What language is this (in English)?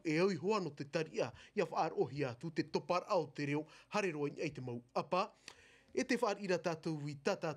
Tahitian